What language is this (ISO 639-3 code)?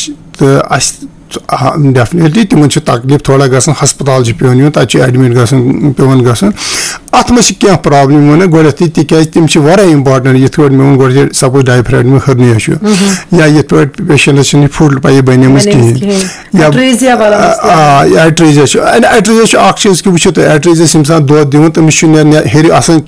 kas